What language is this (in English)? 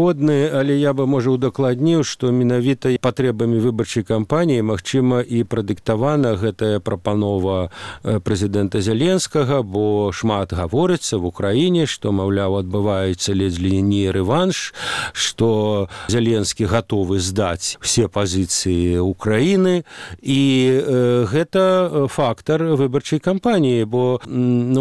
Belarusian